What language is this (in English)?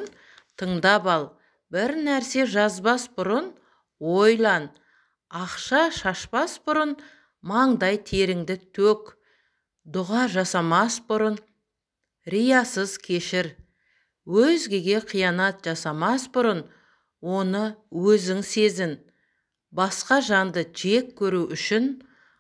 Kazakh